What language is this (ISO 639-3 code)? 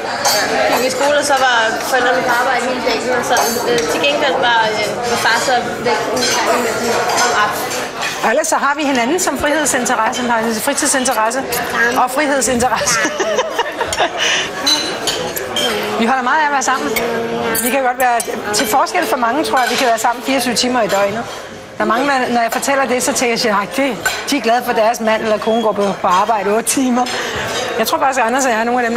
dan